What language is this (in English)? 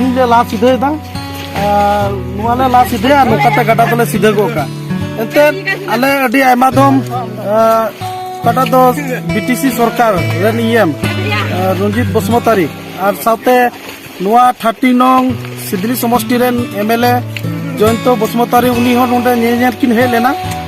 Santali